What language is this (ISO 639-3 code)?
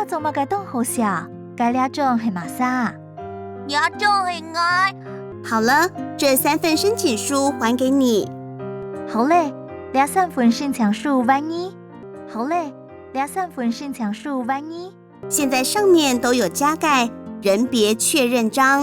hak